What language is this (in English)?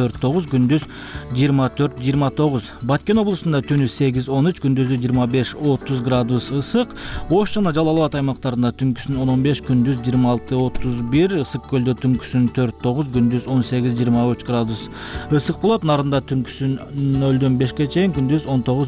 Kyrgyz